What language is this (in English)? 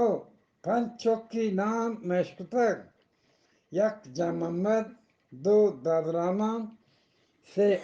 Eastern Balochi